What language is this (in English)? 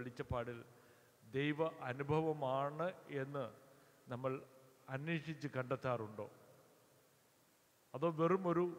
Malayalam